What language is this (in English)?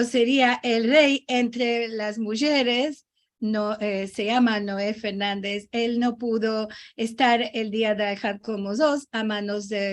Ladino